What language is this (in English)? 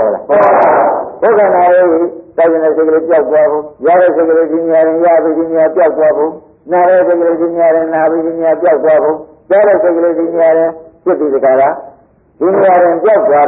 Burmese